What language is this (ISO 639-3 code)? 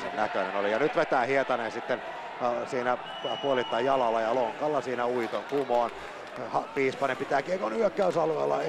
fin